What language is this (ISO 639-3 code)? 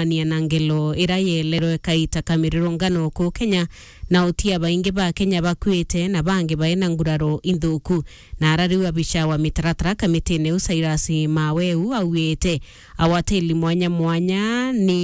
mer